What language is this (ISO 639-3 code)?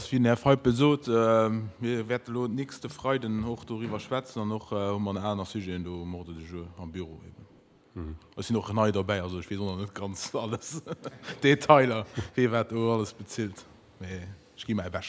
ltz